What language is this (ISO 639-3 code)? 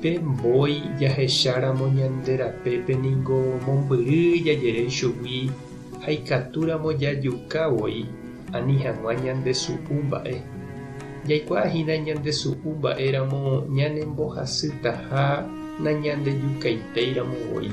grn